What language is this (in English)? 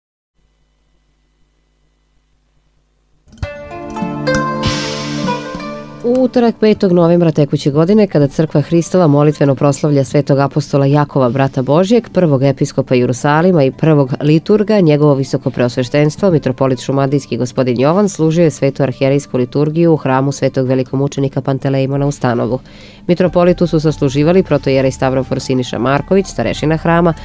Serbian